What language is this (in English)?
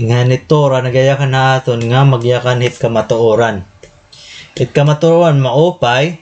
Waray